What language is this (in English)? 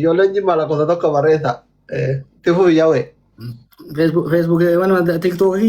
Oromo